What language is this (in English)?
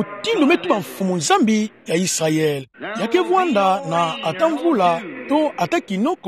Kituba (Democratic Republic of Congo)